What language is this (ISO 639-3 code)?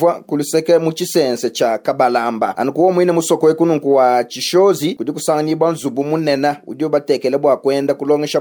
lua